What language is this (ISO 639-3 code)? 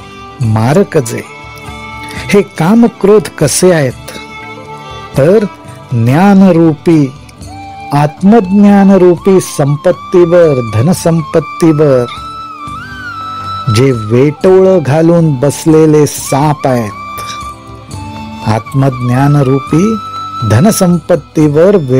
mar